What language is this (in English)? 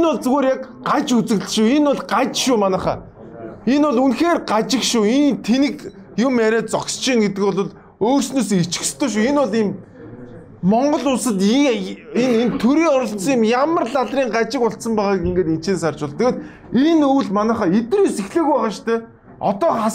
Mongolian